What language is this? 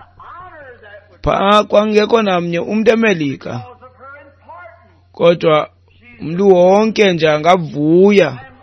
Xhosa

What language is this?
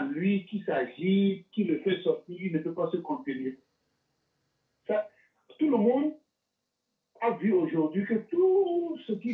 French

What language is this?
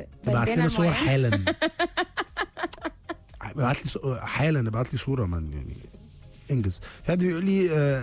Egyptian Arabic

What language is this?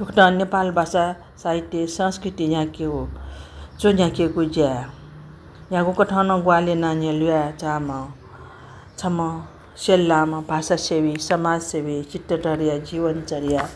Newari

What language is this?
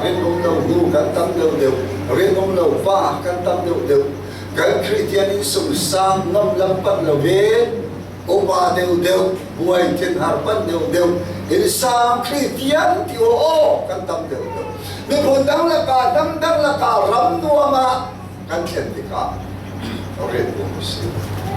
Falam Chin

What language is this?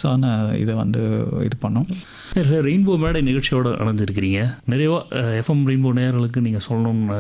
Tamil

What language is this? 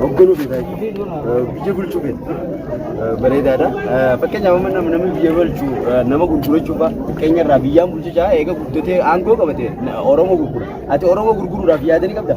Oromo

